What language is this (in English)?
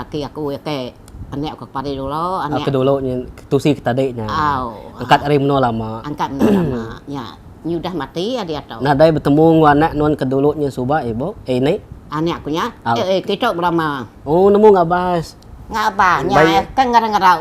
Iban